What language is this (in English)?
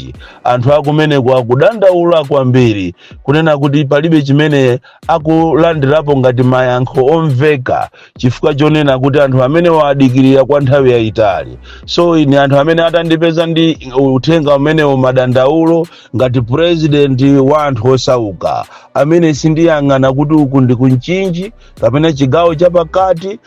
Nyanja